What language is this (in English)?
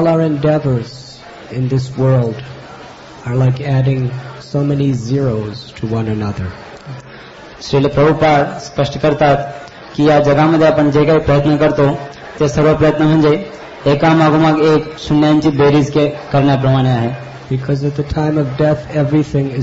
Marathi